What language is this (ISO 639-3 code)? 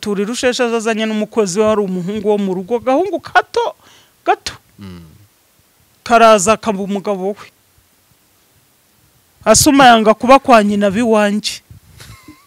kin